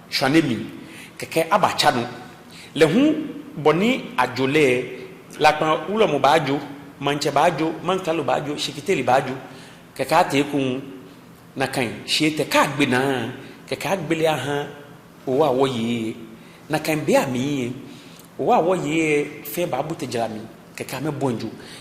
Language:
Ga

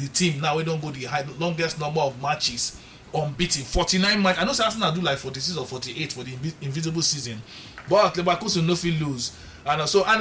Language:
Nigerian Pidgin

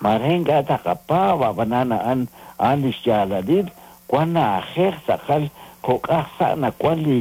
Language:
Kekchí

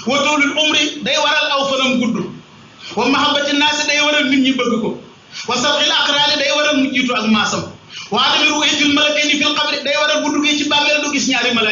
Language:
Wolof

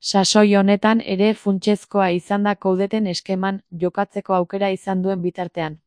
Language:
Basque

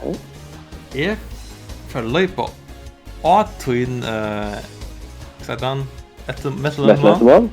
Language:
Faroese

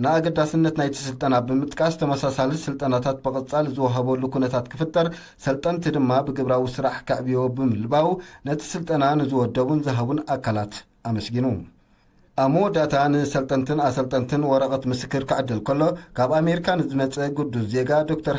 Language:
Tigrinya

